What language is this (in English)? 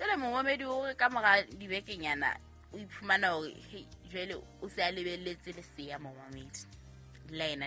Southern Sotho